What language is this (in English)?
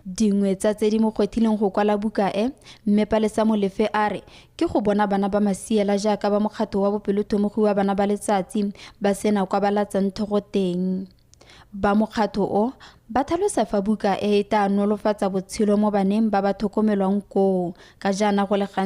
Tswana